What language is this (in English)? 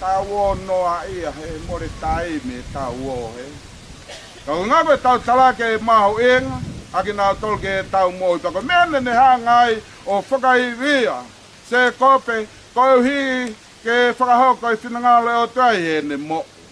Tongan